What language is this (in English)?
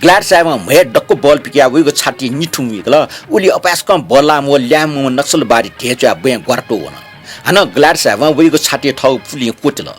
Newari